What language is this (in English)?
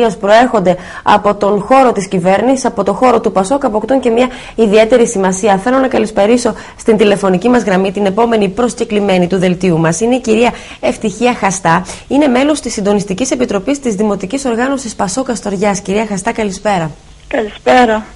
Greek